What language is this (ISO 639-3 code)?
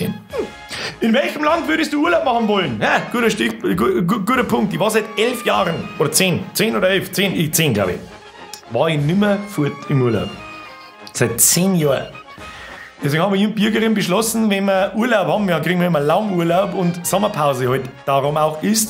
bar